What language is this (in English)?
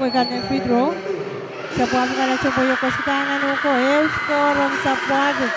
Pohnpeian